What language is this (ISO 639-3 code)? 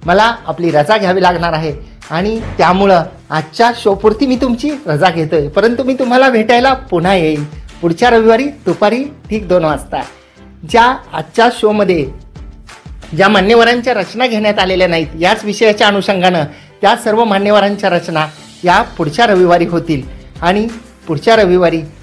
mar